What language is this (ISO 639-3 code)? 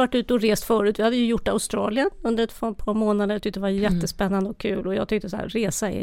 swe